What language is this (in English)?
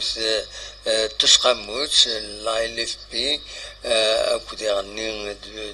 Kabyle